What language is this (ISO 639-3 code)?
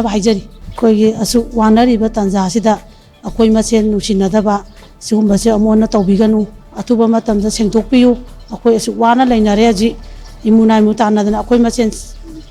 mni